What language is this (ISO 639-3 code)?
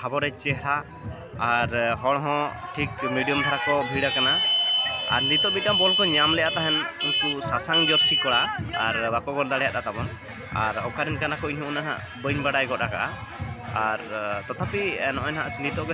sat